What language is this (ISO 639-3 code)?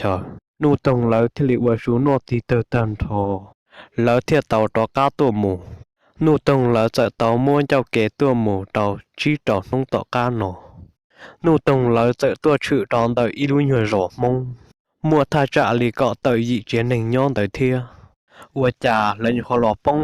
hmn